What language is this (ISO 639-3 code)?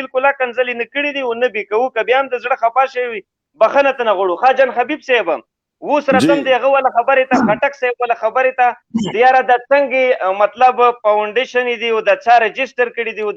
pus